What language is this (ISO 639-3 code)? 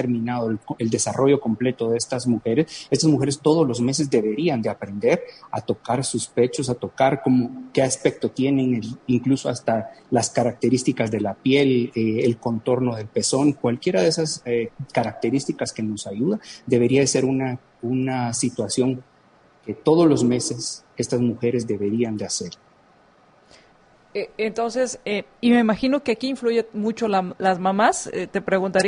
spa